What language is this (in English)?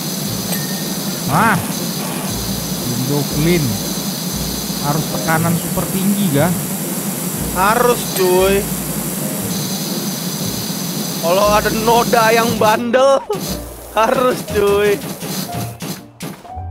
Indonesian